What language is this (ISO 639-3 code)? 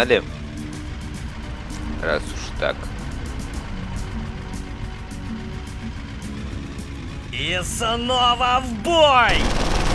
rus